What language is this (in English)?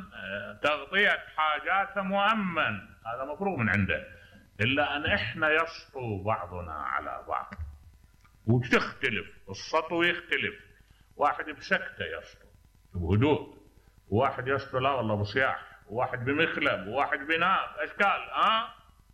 Mesopotamian Arabic